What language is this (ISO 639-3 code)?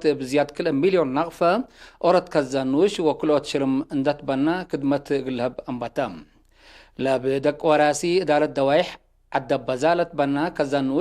tig